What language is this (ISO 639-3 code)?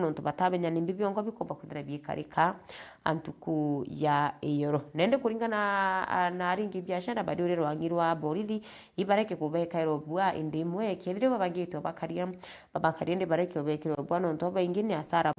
mer